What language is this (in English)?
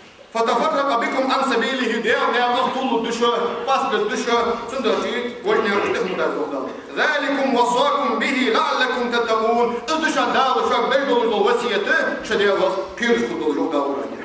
Ingush